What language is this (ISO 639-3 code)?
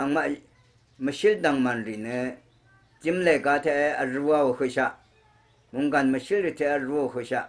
raw